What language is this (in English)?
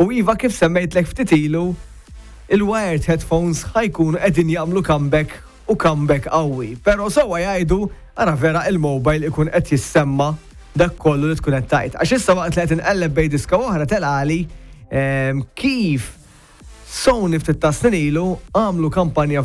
Maltese